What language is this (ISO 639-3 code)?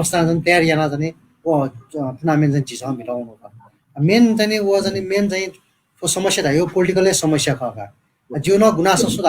new